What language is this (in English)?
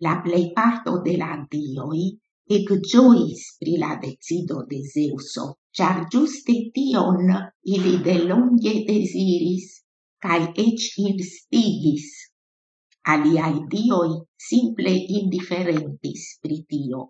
Esperanto